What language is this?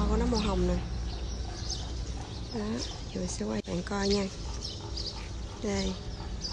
Vietnamese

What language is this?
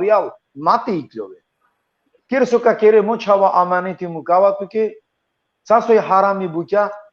Balkan Romani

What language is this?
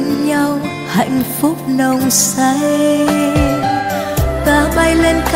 Vietnamese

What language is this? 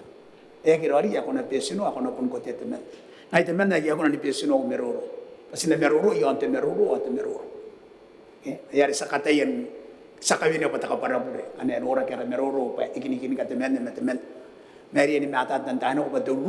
Gilbertese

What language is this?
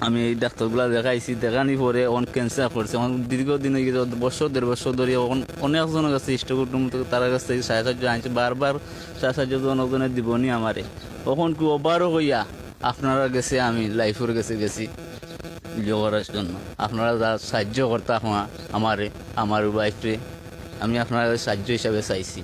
Sylheti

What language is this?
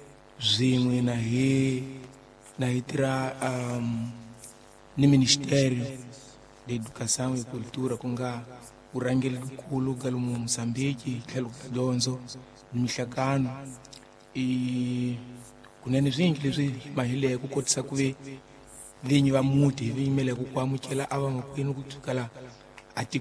Tsonga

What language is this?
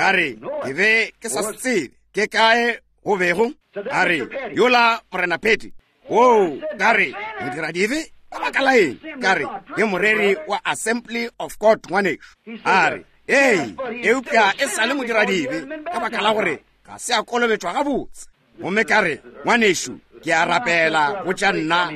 Northern Sotho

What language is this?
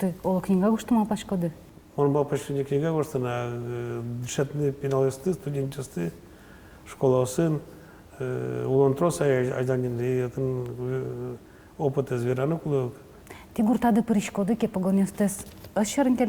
Udmurt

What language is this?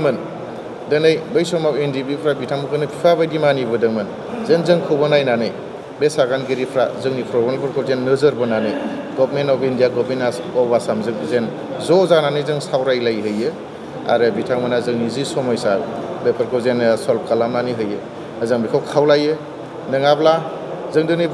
Bodo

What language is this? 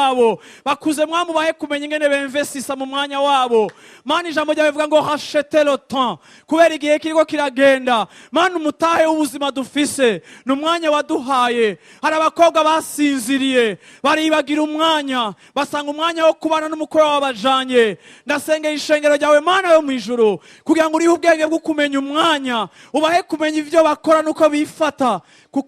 Rundi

